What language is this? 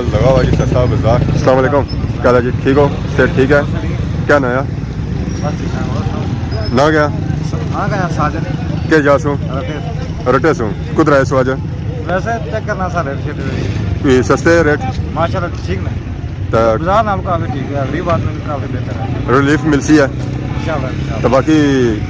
Pahari-Potwari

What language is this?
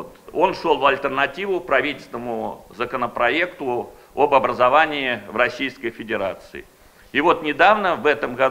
Russian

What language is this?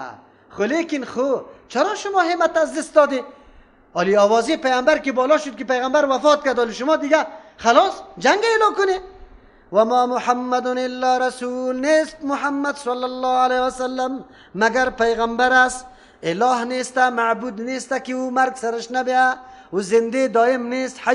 Persian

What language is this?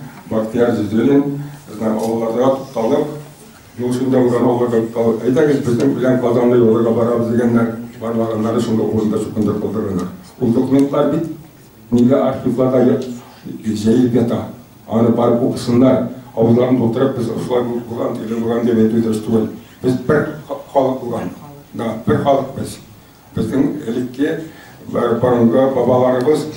Tatar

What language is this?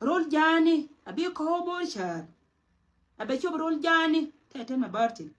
Nuer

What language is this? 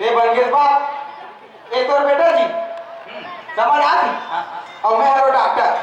Chhattisgarhi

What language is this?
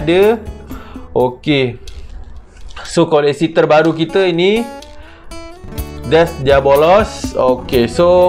Malay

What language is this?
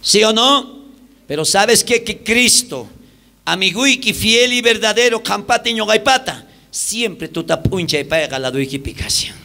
South Bolivian Quechua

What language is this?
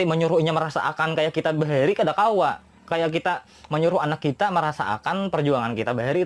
Banjar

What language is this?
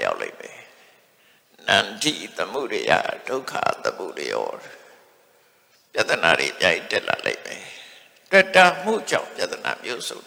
Burmese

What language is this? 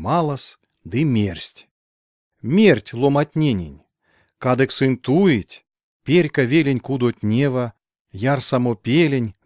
Erzya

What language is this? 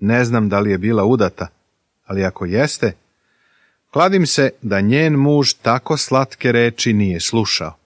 Serbian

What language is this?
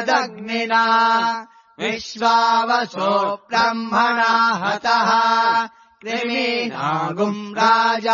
Sanskrit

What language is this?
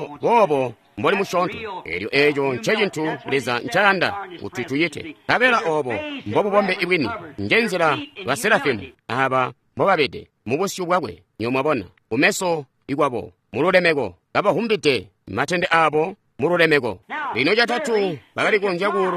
Tonga (Zambia)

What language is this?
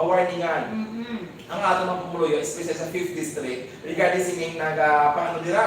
Hiligaynon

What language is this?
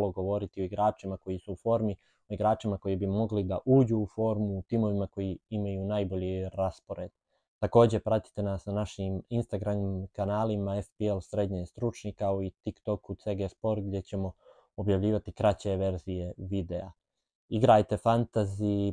Bosnian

